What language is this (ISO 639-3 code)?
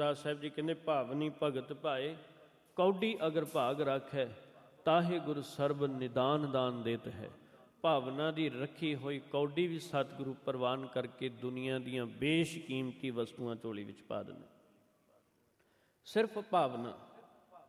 pan